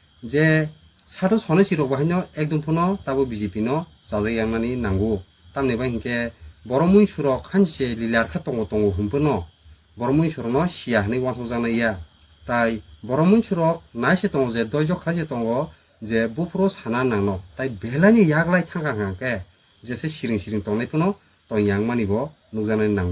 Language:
Kok Borok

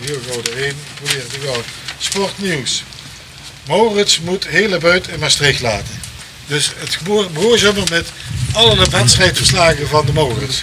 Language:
Limburgish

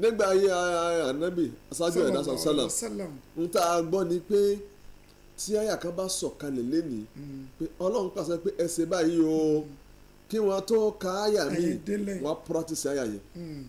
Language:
Yoruba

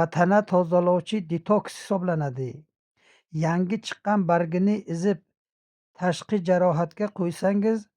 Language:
Uzbek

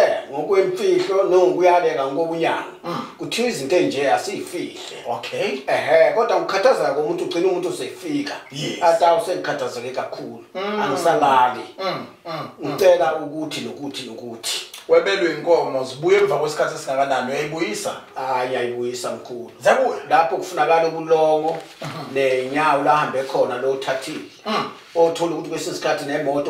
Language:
Zulu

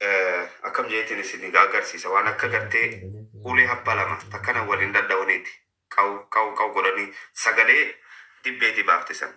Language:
Oromo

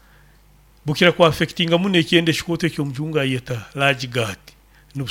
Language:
Nyoro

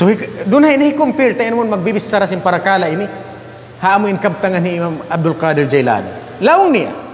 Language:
Tausug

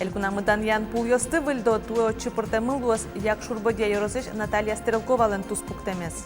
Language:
Udmurt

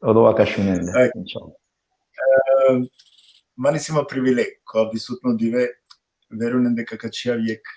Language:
Balkan Romani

